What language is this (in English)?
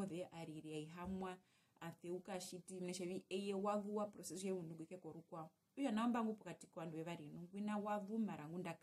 Herero